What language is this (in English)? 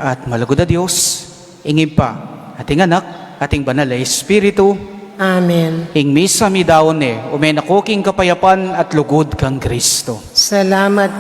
Pampanga